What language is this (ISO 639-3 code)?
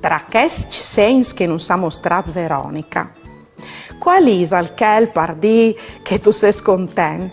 fur